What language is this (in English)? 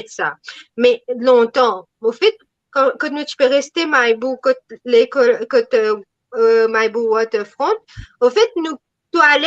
Morisyen